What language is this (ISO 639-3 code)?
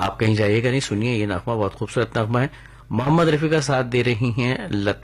hin